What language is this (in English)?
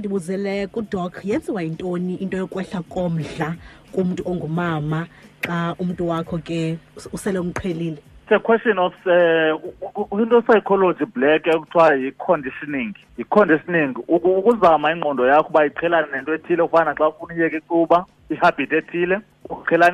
Xhosa